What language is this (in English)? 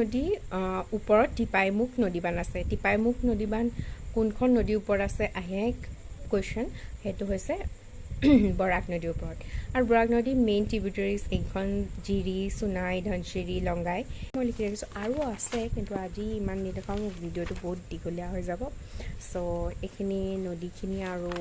Assamese